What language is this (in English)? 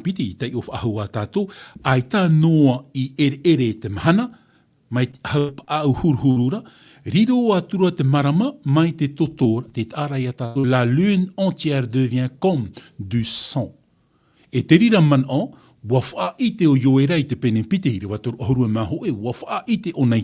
Tahitian